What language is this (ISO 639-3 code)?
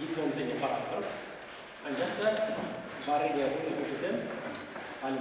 chv